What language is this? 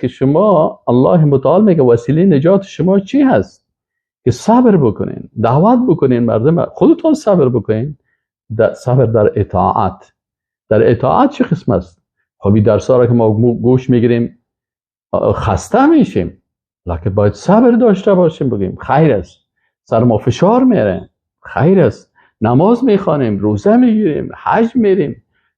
Persian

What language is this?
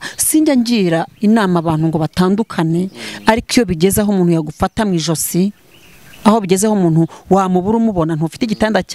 Kinyarwanda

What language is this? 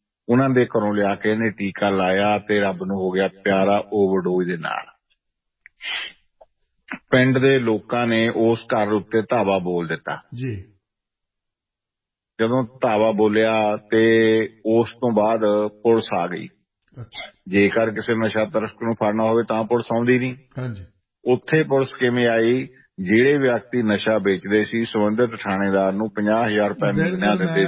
Punjabi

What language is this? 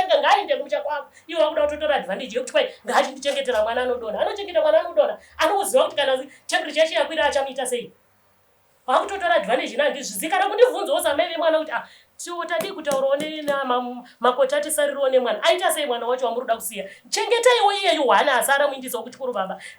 Shona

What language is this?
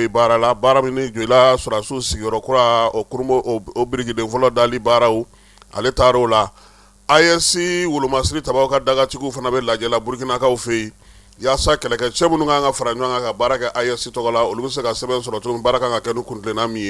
Bambara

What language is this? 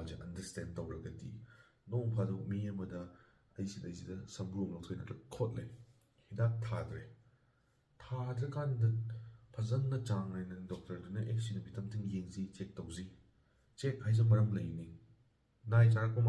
Manipuri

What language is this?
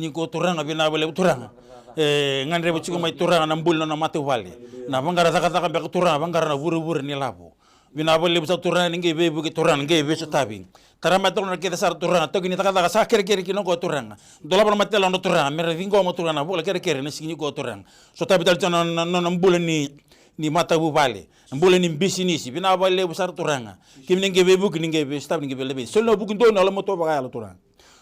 Fijian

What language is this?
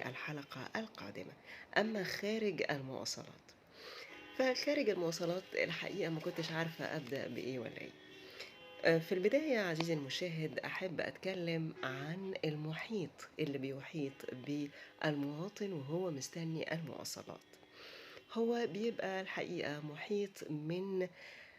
Egyptian Arabic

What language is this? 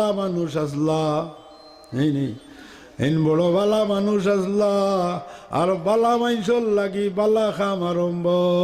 Sylheti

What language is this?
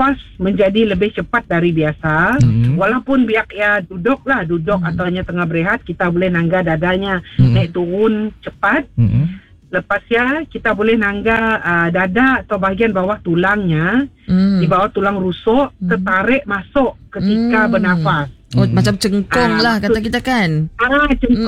Malay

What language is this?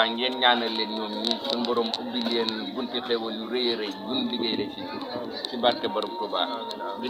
Wolof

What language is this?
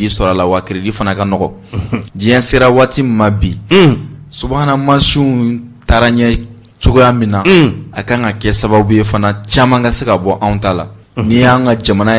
Bambara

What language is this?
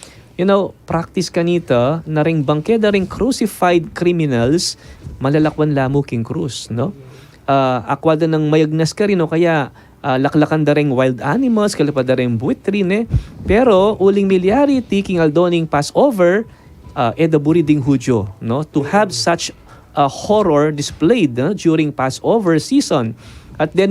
Pampanga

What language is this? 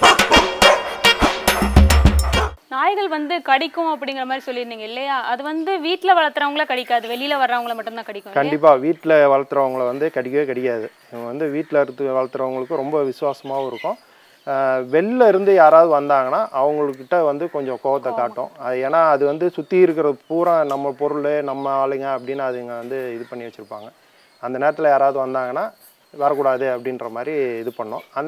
Tamil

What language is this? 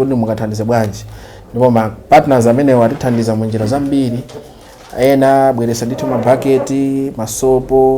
Nyanja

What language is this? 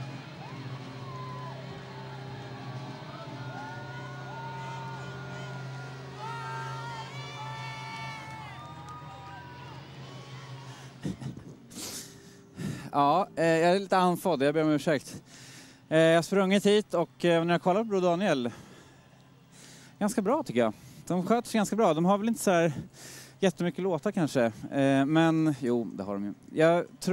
Swedish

